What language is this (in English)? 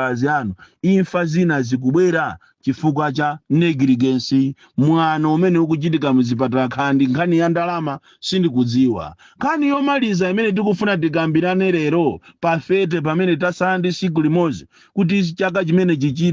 Nyanja